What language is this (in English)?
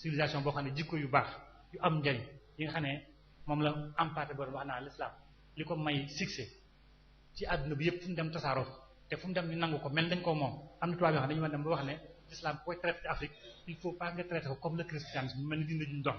Wolof